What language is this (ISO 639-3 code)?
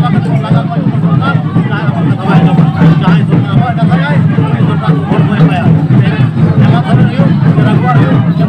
sat